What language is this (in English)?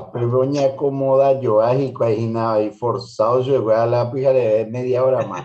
Guarani